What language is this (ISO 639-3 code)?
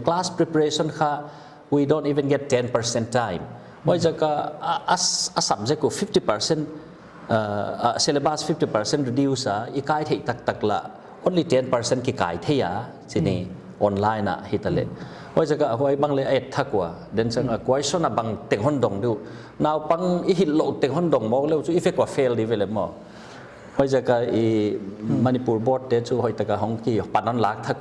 pck